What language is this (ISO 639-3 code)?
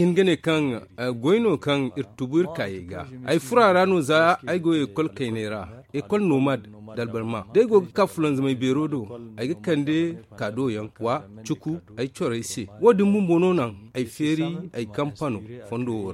dje